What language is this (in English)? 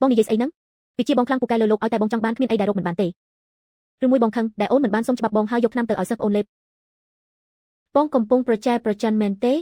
Khmer